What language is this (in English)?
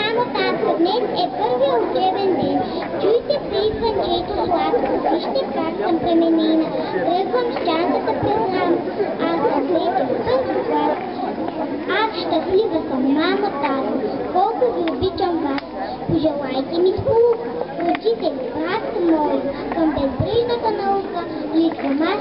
Bulgarian